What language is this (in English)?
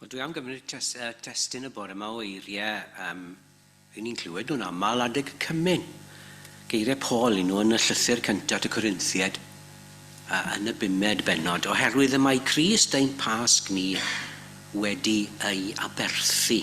Welsh